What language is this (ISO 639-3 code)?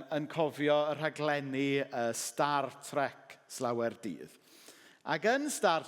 cym